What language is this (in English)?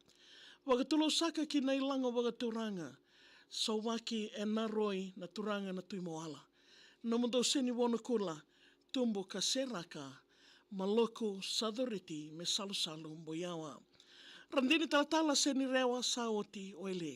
Fijian